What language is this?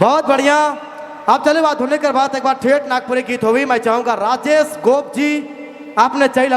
Sadri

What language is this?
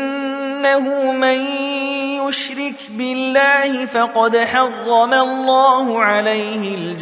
Arabic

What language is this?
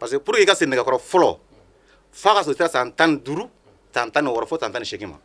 Bambara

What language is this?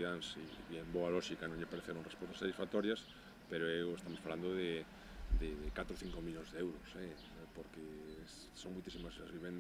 Galician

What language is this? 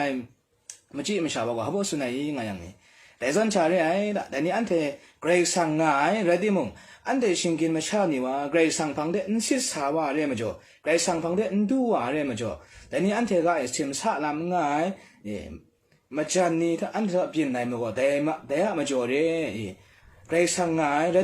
Kachin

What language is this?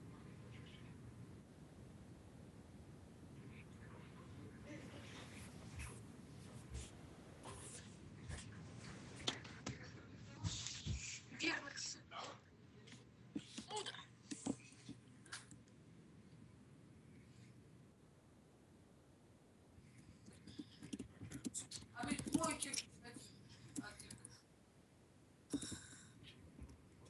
Bulgarian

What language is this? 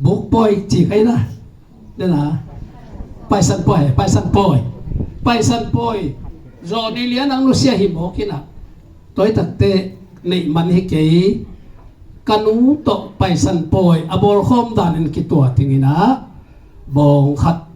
Tedim Chin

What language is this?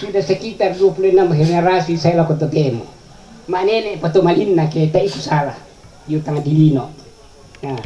Toraja-Sa'dan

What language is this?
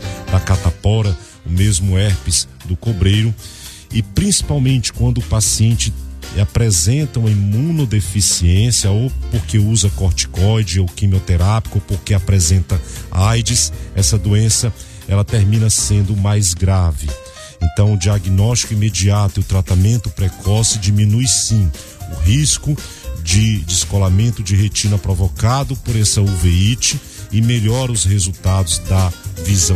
Portuguese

